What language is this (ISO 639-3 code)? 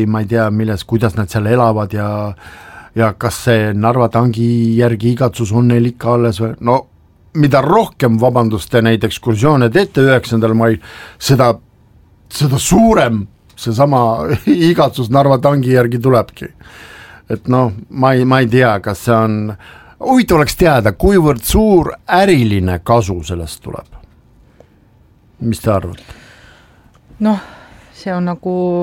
est